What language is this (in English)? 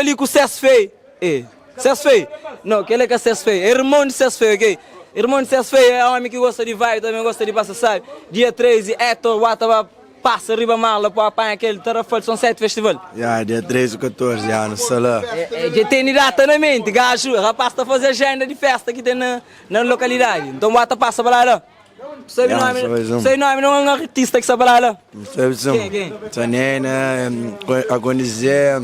Kabuverdianu